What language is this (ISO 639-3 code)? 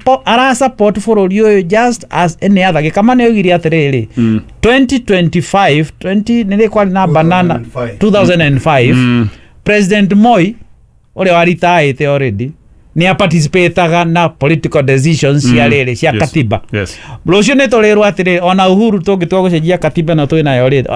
kik